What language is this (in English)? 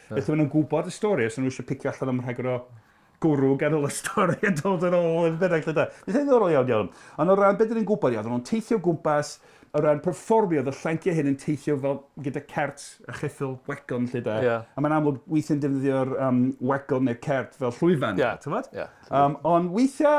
Welsh